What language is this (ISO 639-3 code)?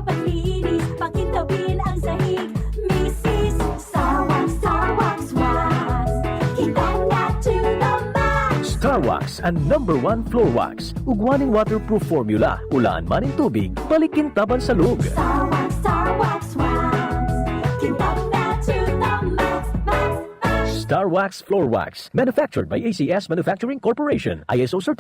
bik